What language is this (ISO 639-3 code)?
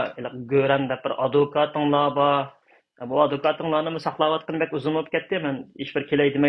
uig